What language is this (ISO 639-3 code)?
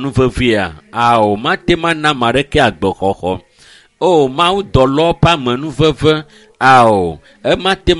ewe